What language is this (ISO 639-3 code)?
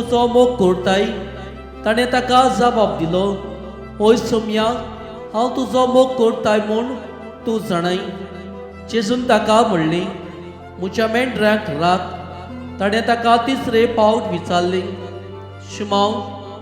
kok